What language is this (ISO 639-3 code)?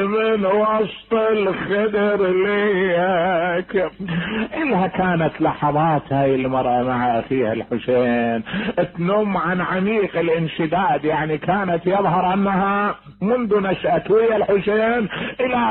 acm